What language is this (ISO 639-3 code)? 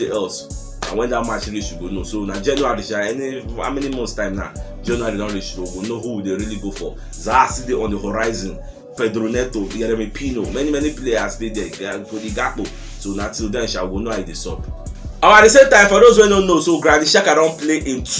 pcm